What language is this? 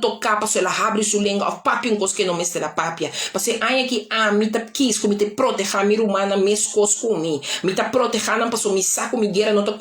Papiamento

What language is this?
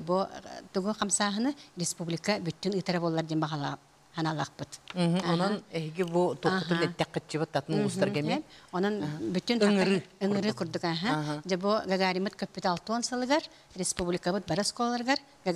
Yakut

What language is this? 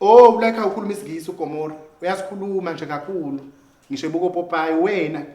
Zulu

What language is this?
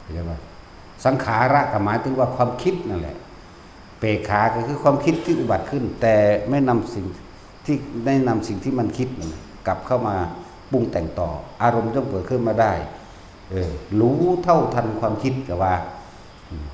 Northeastern Thai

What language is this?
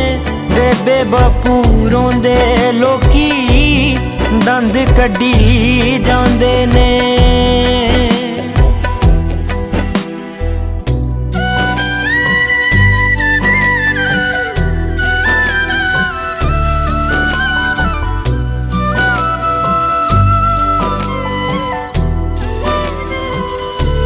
Punjabi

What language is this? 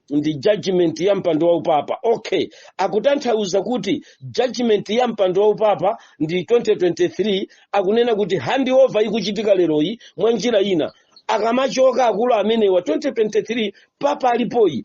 Nyanja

